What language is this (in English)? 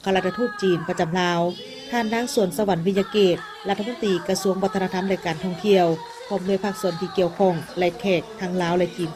Lao